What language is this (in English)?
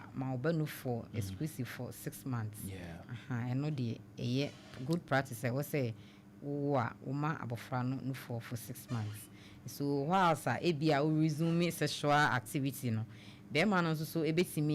Akan